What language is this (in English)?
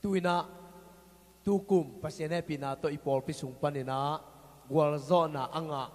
Tedim Chin